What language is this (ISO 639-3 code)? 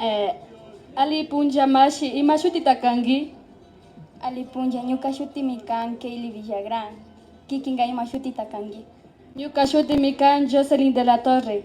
qvi